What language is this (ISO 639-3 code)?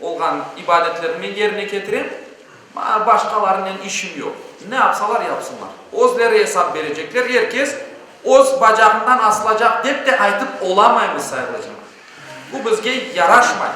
crh